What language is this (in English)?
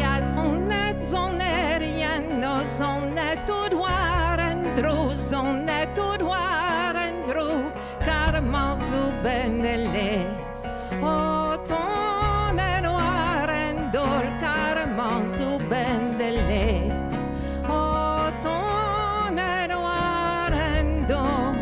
Breton